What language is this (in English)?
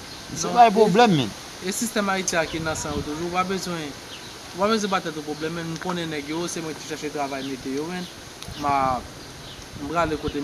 Haitian Creole